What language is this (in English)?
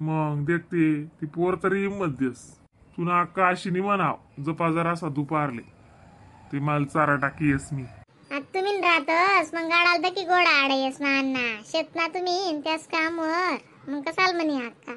Khandesi